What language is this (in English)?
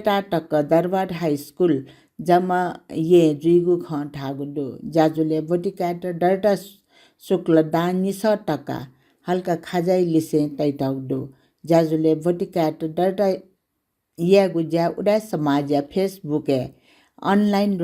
Newari